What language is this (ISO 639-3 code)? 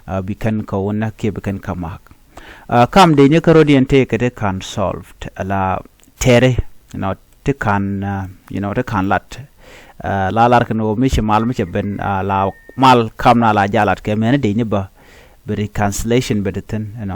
nus